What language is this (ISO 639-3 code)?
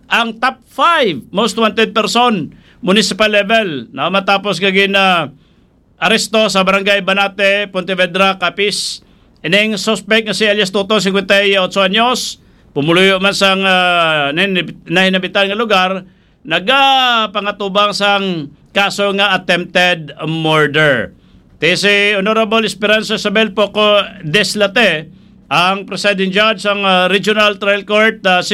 hil